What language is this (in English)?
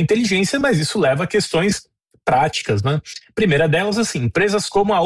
Portuguese